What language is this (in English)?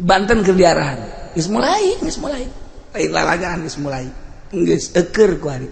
Sundanese